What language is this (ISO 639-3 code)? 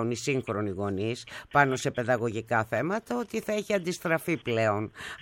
ell